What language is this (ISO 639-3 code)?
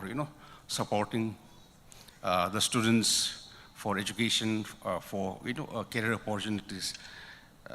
nmf